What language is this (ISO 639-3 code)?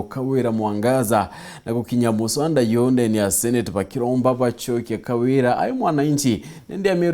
mer